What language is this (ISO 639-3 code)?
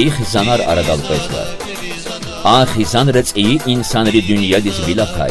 lez